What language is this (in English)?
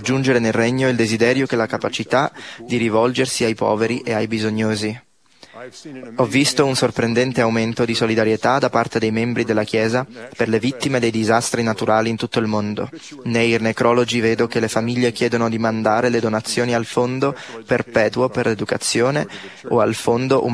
Italian